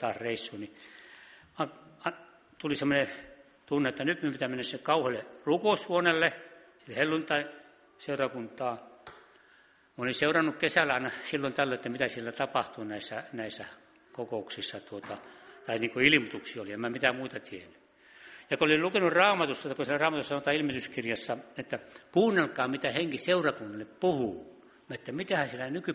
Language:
Finnish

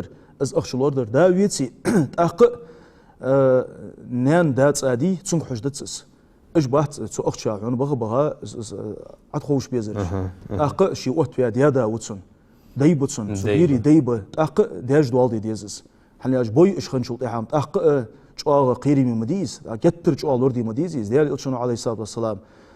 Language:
Ingush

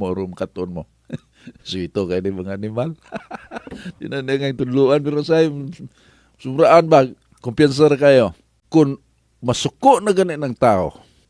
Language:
Cebuano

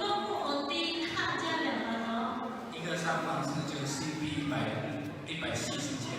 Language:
Lahu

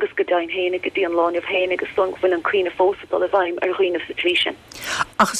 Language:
Irish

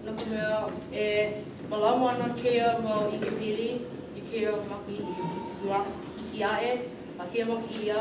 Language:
Hawaiian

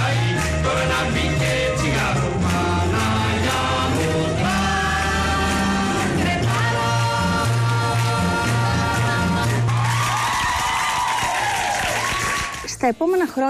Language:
Greek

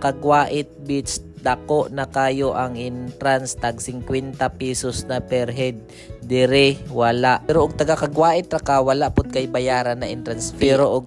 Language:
Cebuano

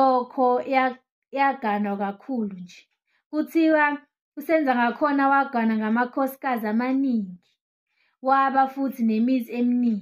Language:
Zulu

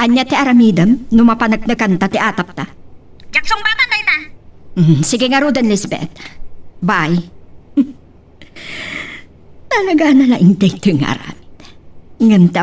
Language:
Iloko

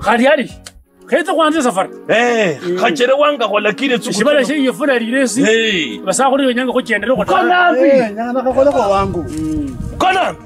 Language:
Kabras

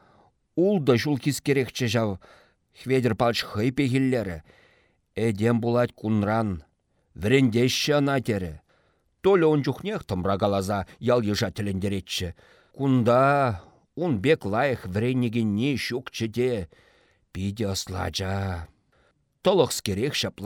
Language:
Chuvash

